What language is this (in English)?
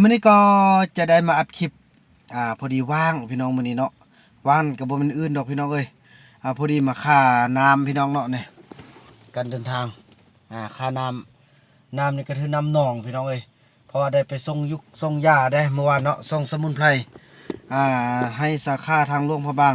Lao